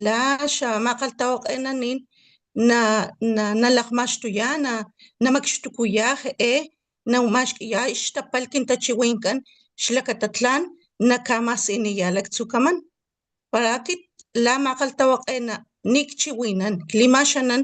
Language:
Papantla Totonac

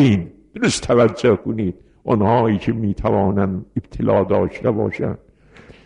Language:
Persian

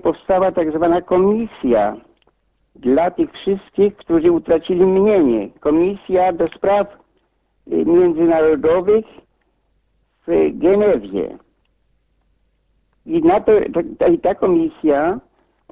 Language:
Polish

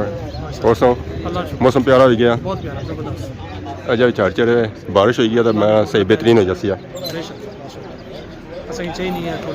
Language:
Pahari-Potwari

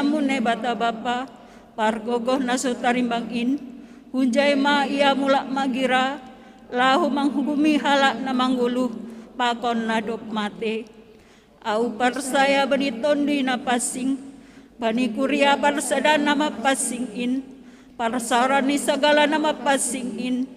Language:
Batak Simalungun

